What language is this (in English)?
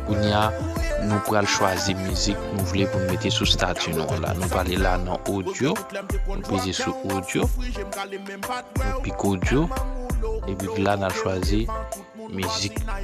Haitian Creole